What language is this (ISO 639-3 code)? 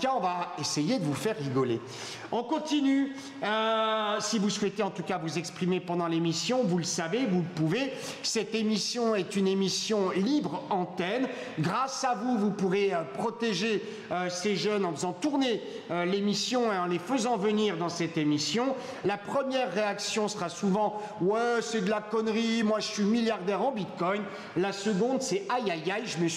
fra